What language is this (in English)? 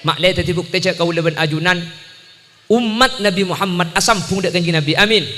Madurese